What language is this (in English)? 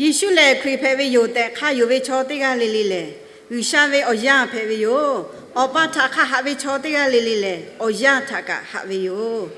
Lahu